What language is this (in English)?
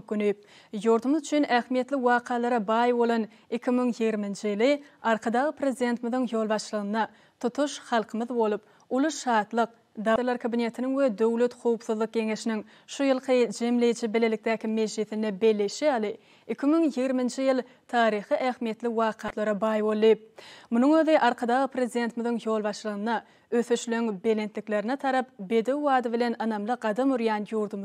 Turkmen